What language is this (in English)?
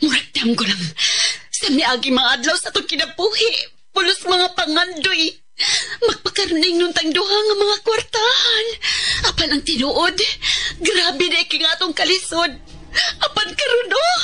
Cebuano